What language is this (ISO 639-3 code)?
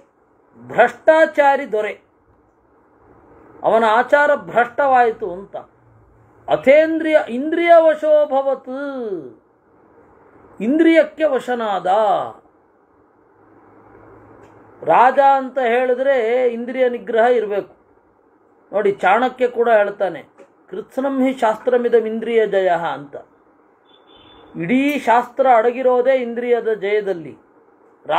kan